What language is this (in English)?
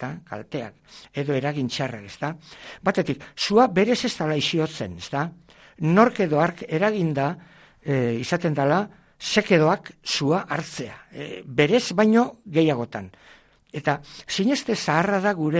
Basque